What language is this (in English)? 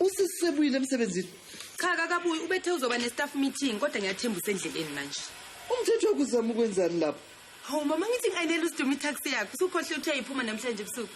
Zulu